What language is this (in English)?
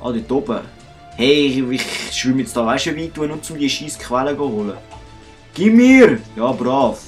Swiss German